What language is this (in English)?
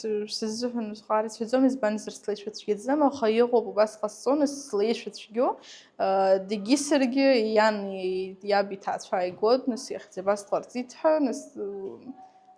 Abkhazian